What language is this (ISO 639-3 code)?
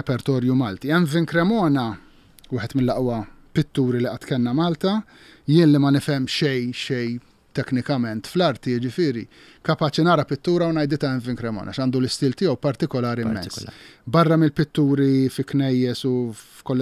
mlt